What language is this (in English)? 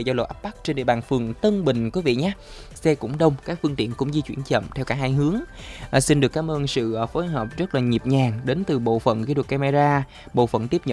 Vietnamese